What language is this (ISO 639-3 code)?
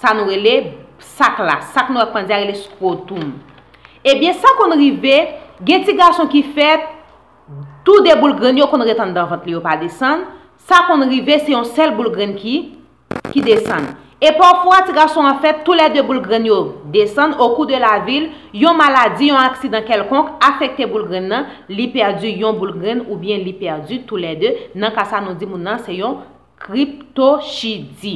hat